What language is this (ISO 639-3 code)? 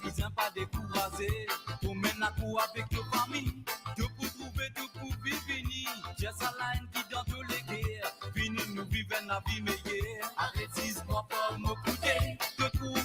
mfe